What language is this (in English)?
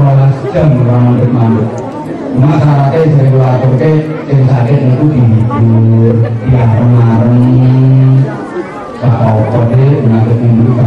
Javanese